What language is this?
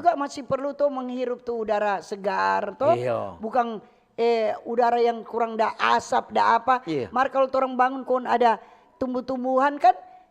Manado Malay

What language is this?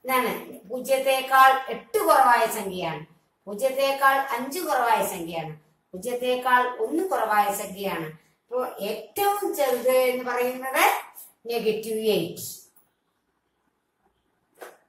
Malayalam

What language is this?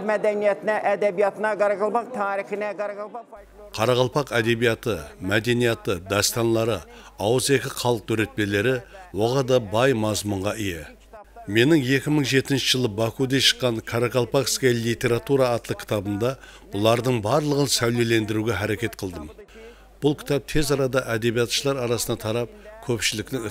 Kara-Kalpak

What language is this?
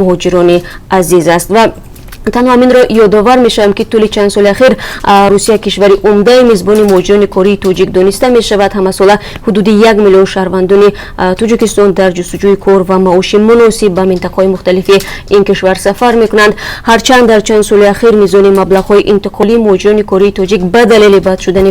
Tajik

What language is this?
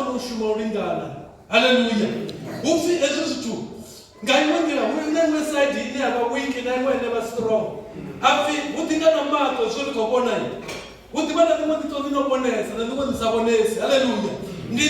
Venda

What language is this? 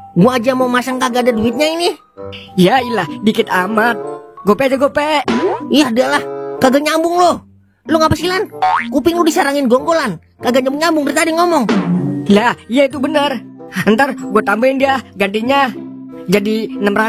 Betawi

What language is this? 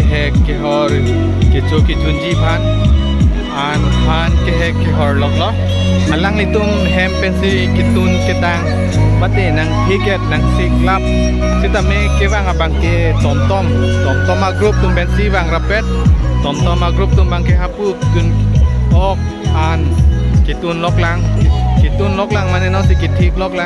Karbi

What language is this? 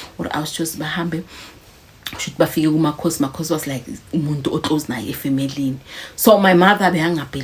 Zulu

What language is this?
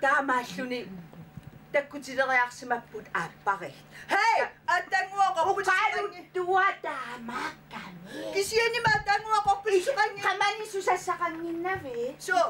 Kalaallisut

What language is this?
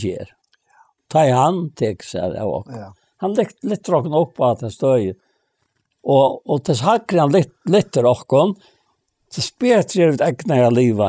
Faroese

